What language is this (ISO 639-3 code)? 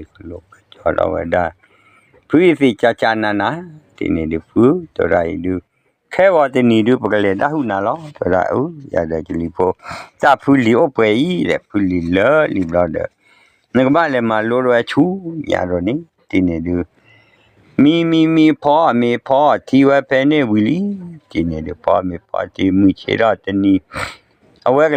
ksw